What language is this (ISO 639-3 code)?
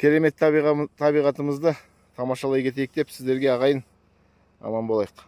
kaz